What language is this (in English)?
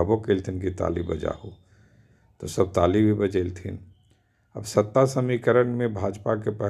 Magahi